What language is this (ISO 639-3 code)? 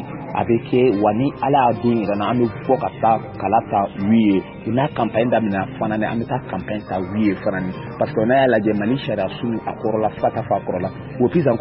bam